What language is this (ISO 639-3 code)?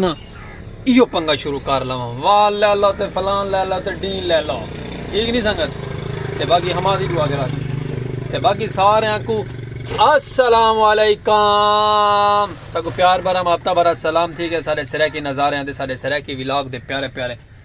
skr